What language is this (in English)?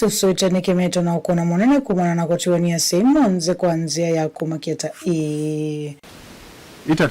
Kamba